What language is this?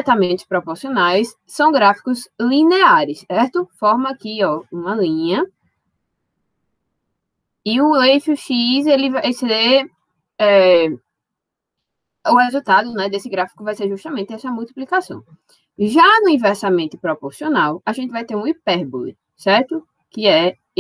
Portuguese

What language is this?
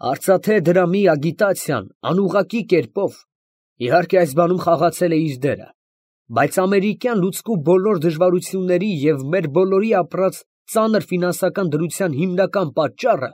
Armenian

